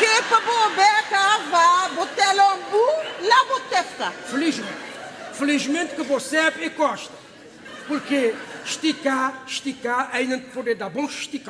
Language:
Kabuverdianu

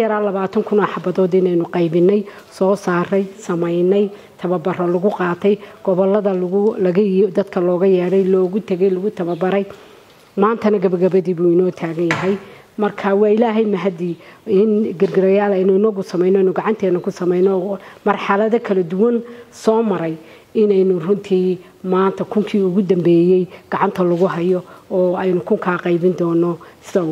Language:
Somali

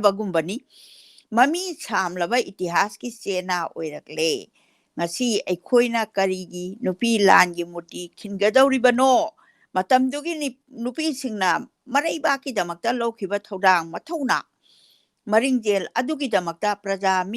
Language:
Manipuri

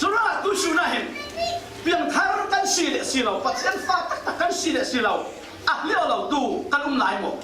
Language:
Falam Chin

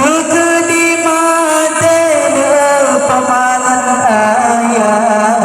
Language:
Achinese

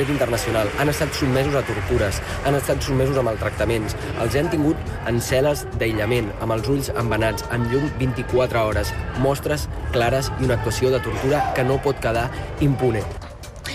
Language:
Catalan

